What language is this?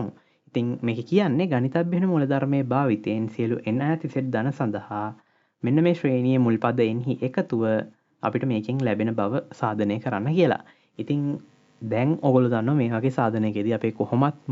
Sinhala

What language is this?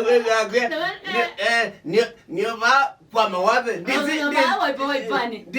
Kamba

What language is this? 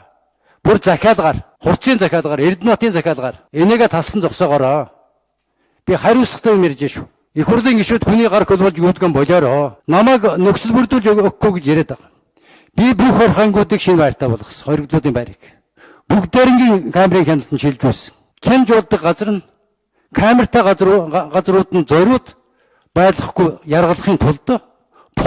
Mongolian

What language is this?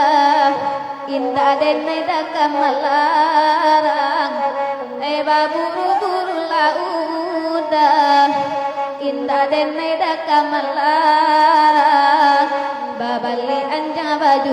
Minangkabau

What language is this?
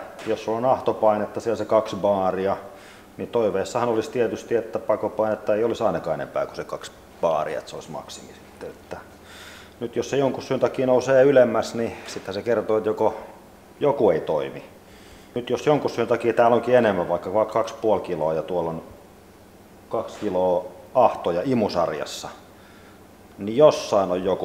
Finnish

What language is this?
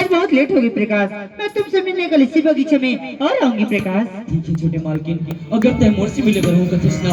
Chhattisgarhi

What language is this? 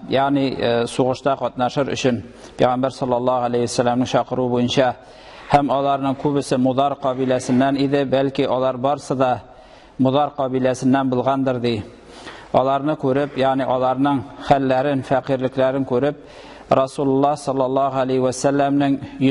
Tatar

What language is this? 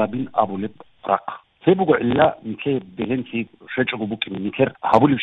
Avaric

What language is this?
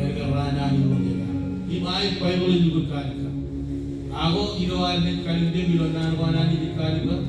Marshallese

